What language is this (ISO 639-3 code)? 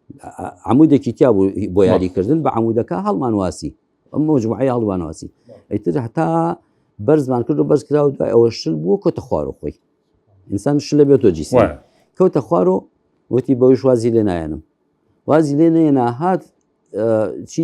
ckb